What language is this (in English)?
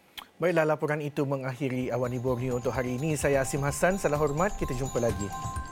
Malay